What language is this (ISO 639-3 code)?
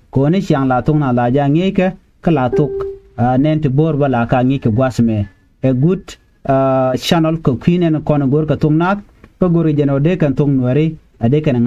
nus